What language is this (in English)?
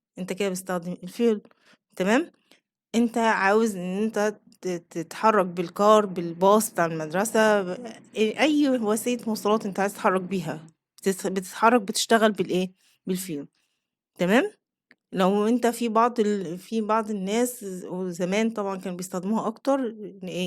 Egyptian Arabic